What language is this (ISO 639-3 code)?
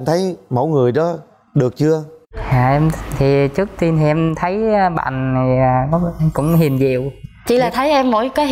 vie